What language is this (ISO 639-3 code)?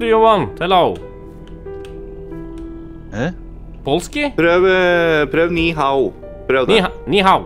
nor